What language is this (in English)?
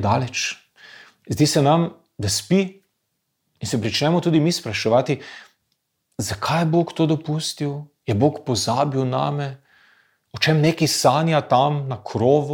Slovenian